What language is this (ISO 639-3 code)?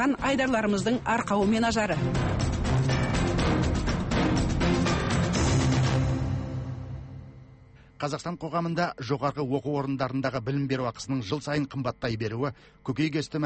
kaz